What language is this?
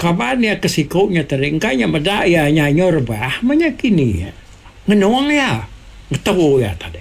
Iban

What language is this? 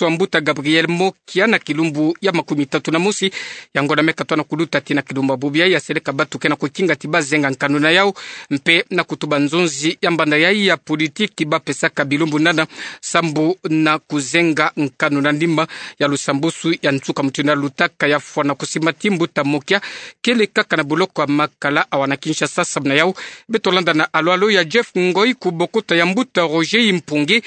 Kituba (Democratic Republic of Congo)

